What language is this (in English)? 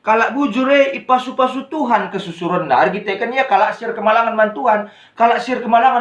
Batak Karo